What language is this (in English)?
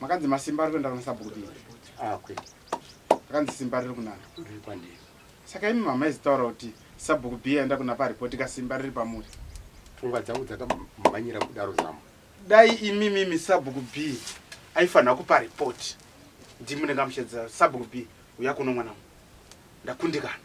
Shona